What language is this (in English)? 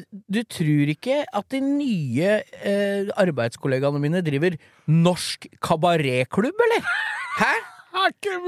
Norwegian